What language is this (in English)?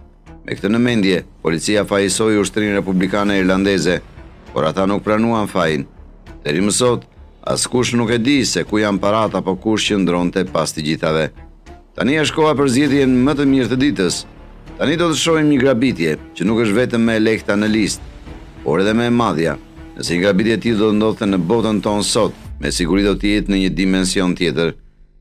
Albanian